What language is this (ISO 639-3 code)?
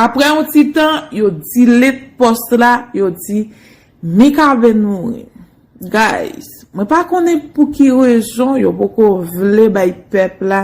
hat